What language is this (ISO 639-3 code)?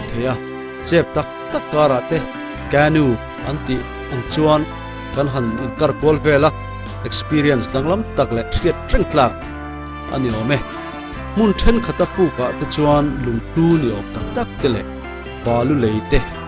lus